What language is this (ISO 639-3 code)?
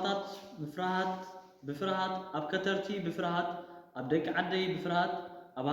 tir